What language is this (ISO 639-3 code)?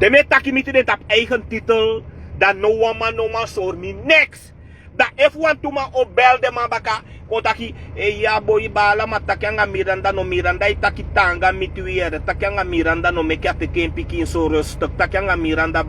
srn